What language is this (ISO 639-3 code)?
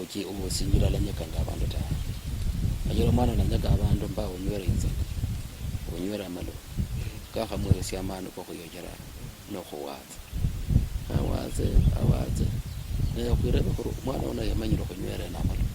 luy